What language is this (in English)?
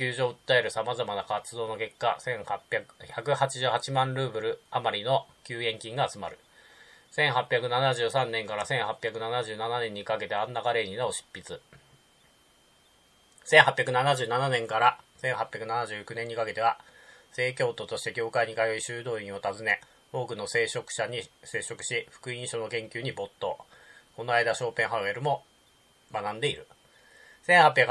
Japanese